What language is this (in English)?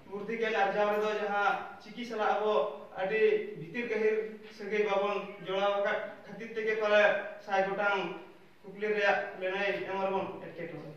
Santali